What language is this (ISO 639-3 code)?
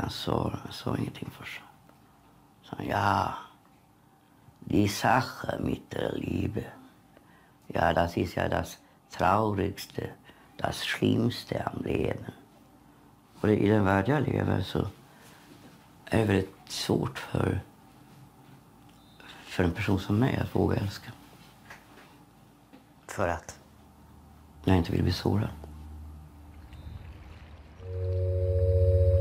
swe